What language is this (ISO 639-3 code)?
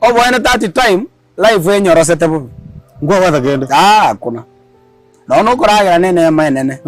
guz